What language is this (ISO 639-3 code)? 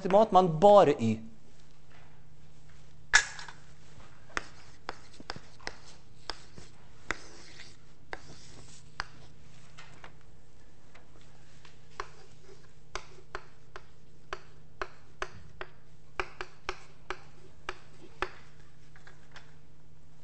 nor